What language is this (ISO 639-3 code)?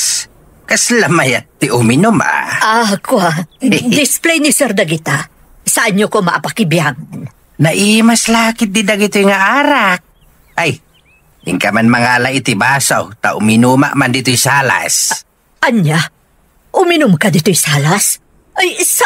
ilo